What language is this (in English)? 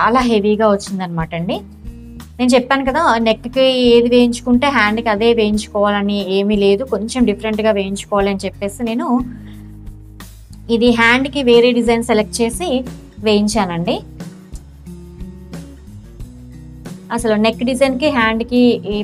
Telugu